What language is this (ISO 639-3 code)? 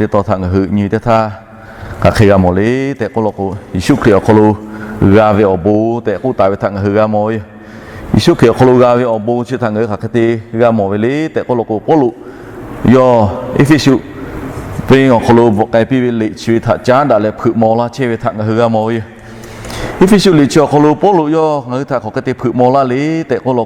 lhu